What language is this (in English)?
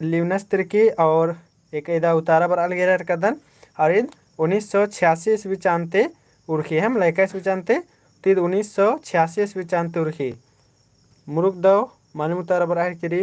Kurukh